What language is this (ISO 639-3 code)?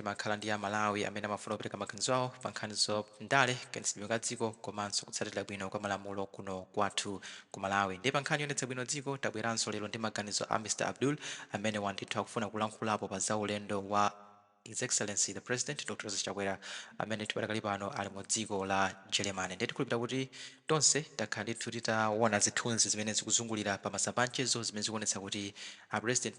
nya